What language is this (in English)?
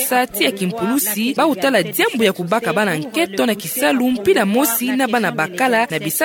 Kituba (Democratic Republic of Congo)